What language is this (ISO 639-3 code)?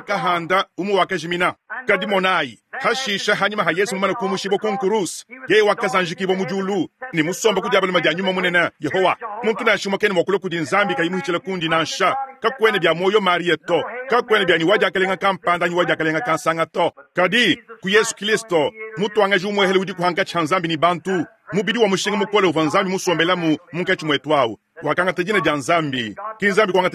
lua